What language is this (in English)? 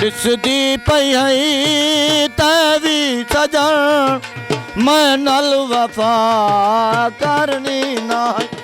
Saraiki